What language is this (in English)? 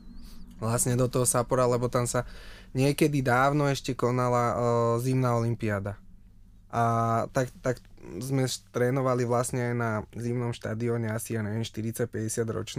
Slovak